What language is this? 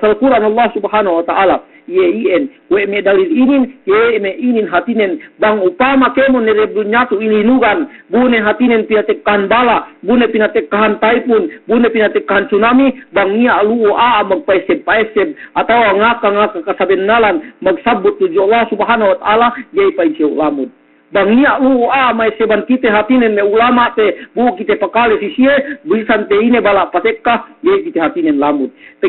Yakan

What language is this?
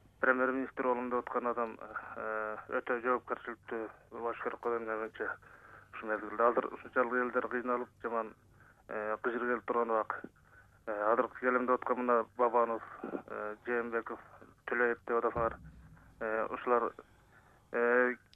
Kyrgyz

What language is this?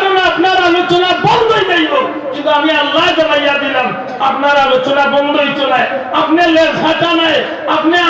Sylheti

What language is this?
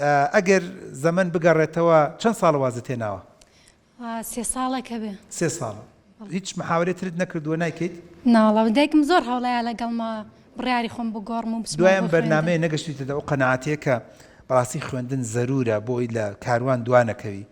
Central Kurdish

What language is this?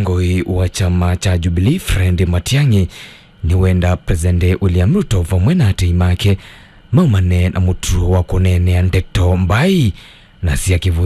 Kamba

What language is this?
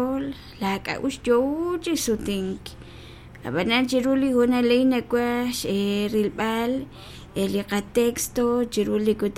Kekchí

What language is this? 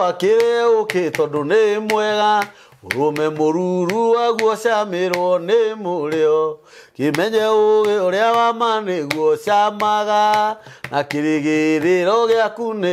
Kikuyu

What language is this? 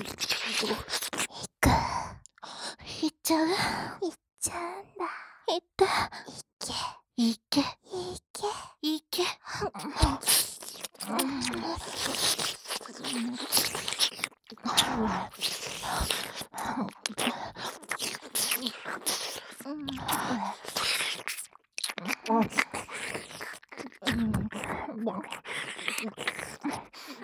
Japanese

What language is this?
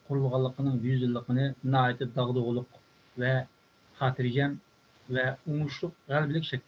Uyghur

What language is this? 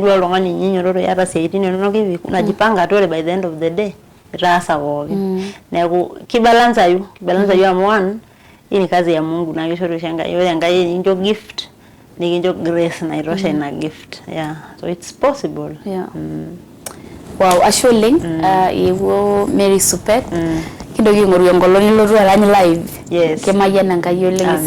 Masai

